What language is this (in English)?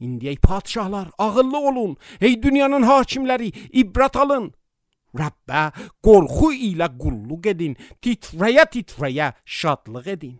Azerbaijani